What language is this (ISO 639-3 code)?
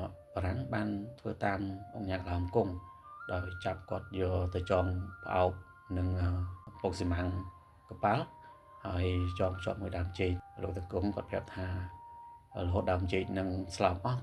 khm